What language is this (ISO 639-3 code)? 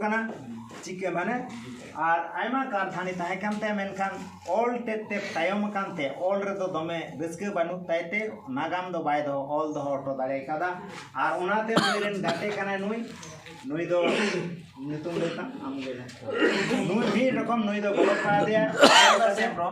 sat